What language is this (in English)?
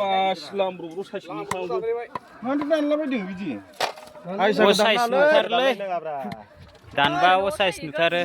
Bodo